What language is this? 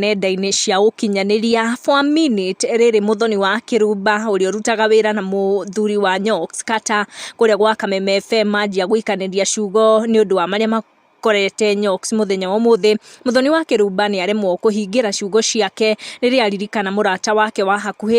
Kikuyu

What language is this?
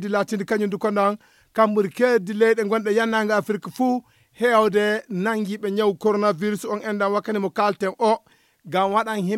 Fula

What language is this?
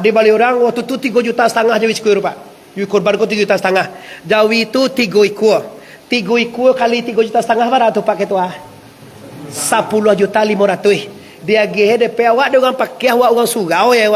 Minangkabau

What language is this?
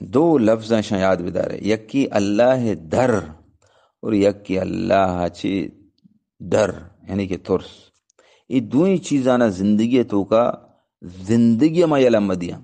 Eastern Balochi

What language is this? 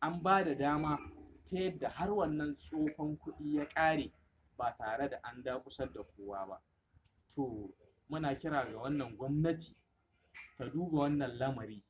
Hausa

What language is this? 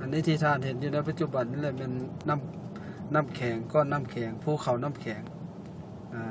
Lao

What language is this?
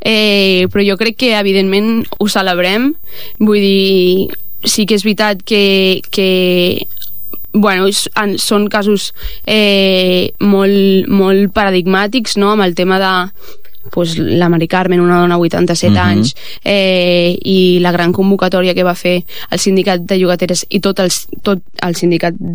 Catalan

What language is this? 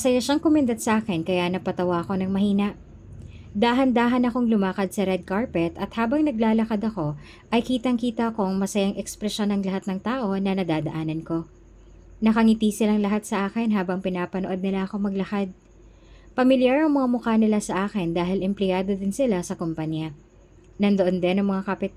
Filipino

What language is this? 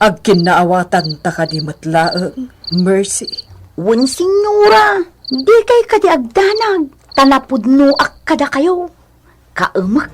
Iloko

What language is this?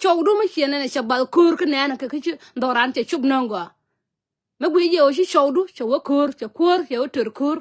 Nuer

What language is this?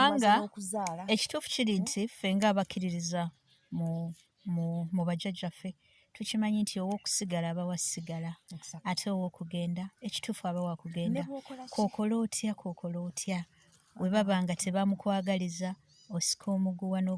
Ganda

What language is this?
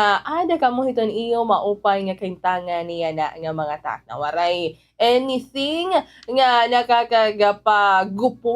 Waray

